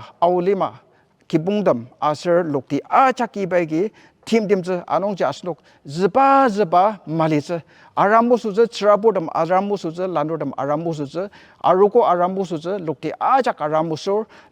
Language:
Ao Naga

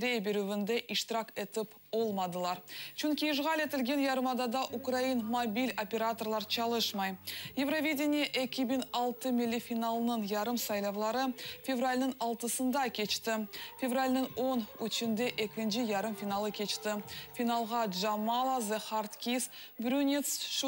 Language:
Crimean Tatar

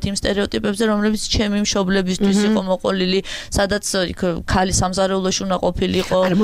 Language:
Georgian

